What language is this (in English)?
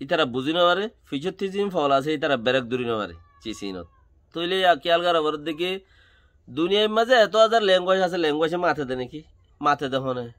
Rohingya